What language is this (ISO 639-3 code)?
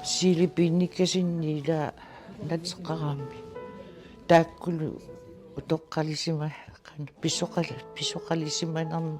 kal